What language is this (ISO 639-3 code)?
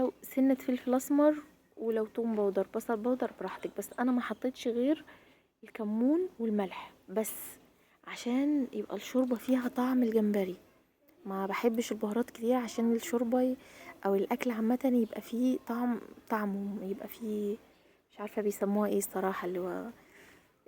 arz